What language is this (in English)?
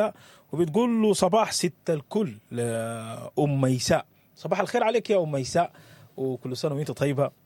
Sudanese Arabic